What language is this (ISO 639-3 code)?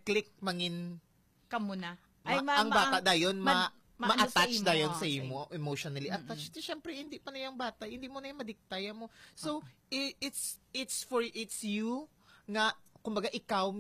hil